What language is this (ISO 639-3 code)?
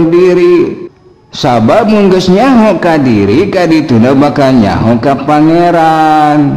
sun